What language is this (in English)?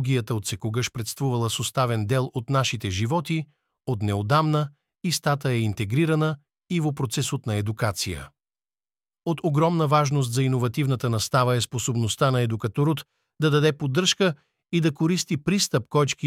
Macedonian